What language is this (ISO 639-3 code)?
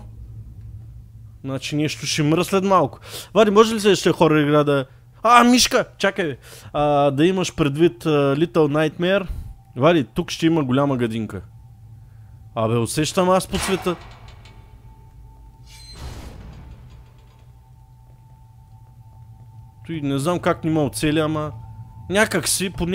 bul